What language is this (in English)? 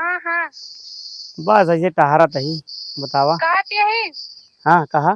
Awadhi